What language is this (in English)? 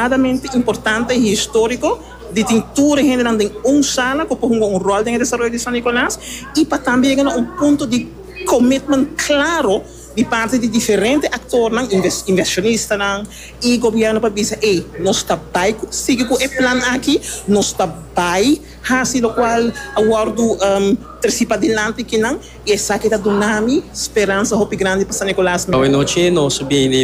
Papiamento